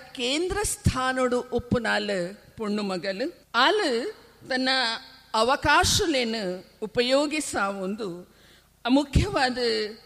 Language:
Tulu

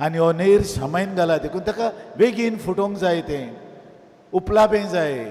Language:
Konkani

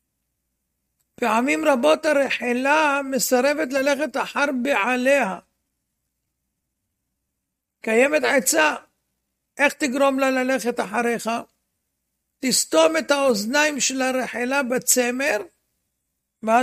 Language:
Hebrew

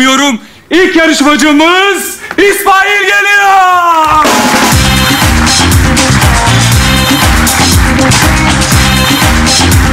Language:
Turkish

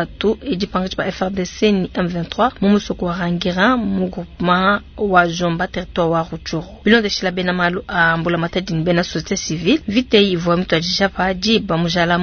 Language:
Luba-Lulua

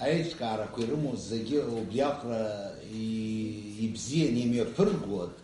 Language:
Abkhazian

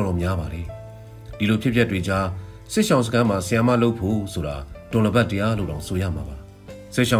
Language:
Burmese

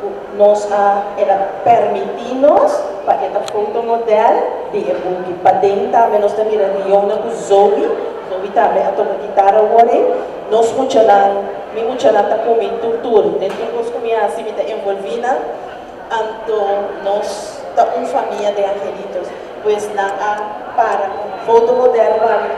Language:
Papiamento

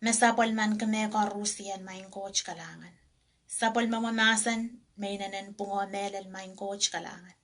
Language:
Pohnpeian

